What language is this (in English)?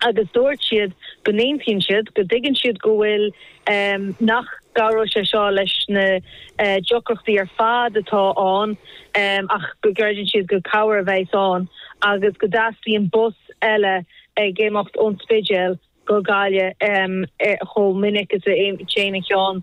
Irish